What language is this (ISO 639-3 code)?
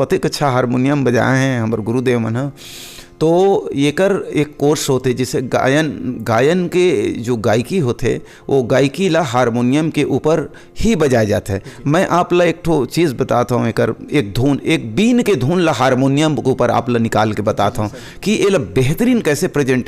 hne